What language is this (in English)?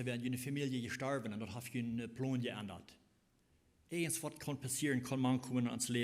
Plautdietsch